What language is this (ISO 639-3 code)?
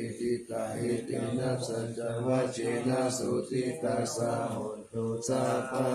pli